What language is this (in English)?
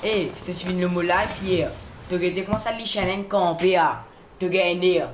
Morisyen